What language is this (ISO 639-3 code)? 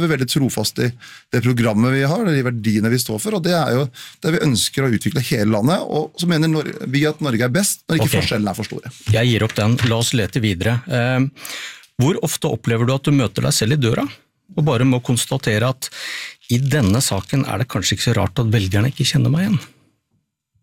nor